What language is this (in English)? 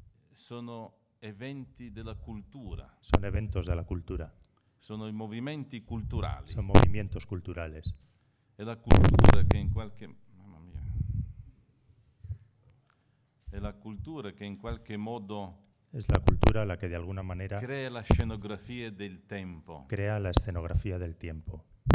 Italian